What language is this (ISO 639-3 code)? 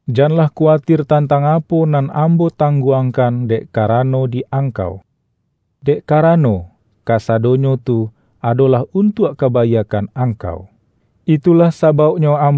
min